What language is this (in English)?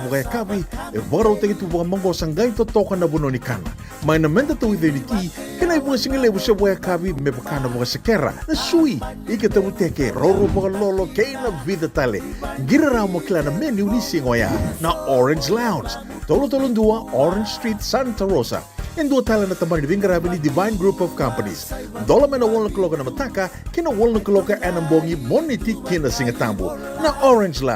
Fijian